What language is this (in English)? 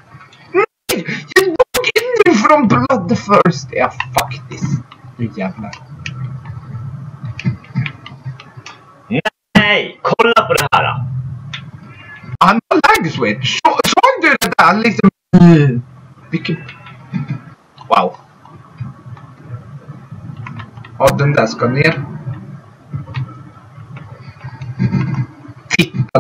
Swedish